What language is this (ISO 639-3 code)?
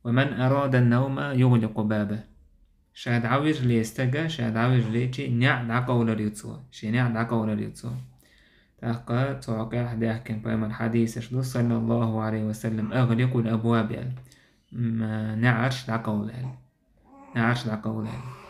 che